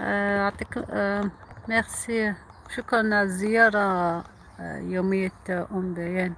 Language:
Algerian Arabic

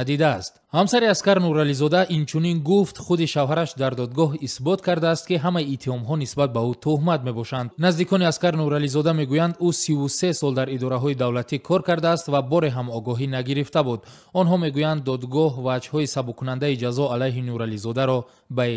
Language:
Tajik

